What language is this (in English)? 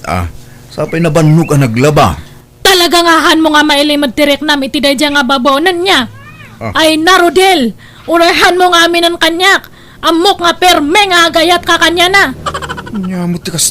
Iloko